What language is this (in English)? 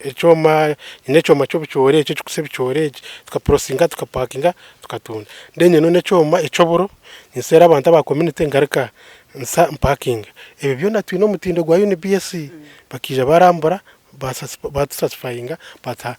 Nyankole